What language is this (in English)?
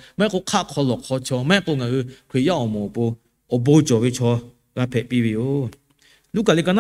Lahu